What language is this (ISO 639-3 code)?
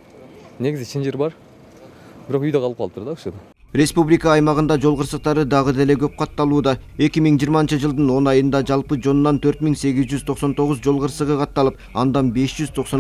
kir